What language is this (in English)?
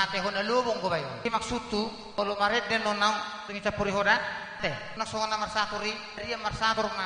Batak Toba